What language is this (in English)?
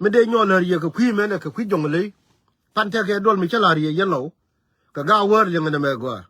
Nuer